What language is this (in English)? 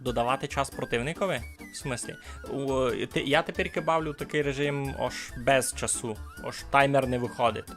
Rusyn